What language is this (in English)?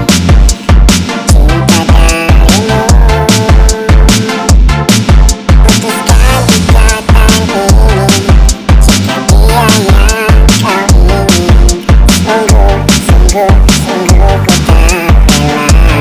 Indonesian